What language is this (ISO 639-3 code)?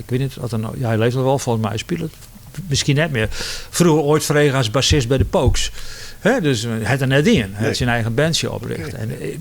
fry